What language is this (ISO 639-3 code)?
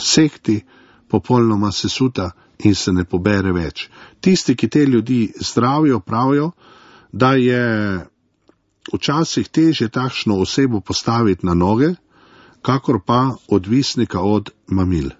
slv